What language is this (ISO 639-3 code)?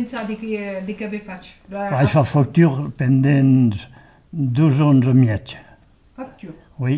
oci